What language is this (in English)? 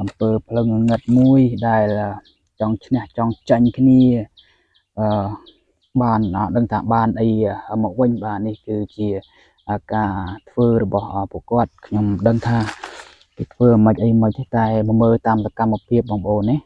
Khmer